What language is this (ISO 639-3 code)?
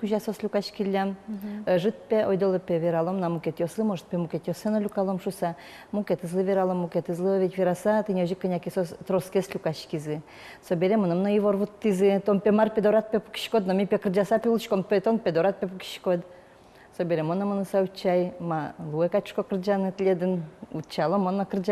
udm